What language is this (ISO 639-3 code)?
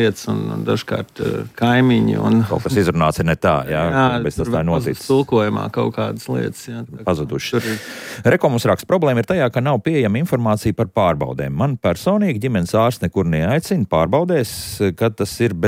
lav